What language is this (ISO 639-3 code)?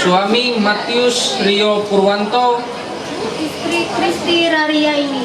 mhy